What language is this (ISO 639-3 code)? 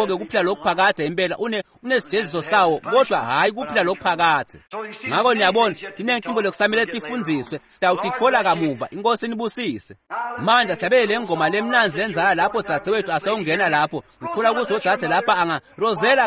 ssw